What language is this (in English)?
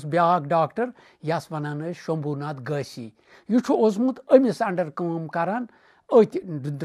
Kashmiri